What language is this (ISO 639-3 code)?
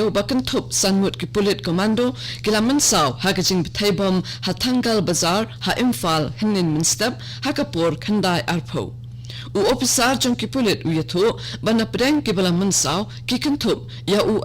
kha